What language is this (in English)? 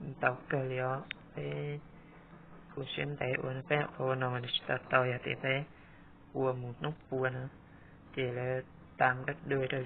Hmong